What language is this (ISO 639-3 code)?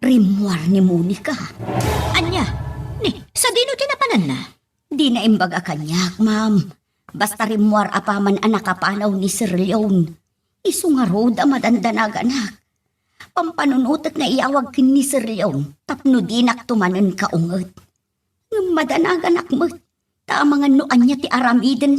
ilo